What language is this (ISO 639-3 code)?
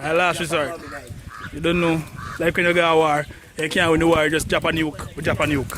jam